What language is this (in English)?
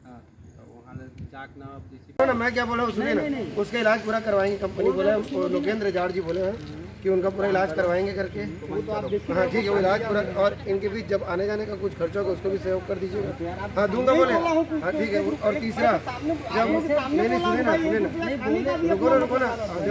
Chhattisgarhi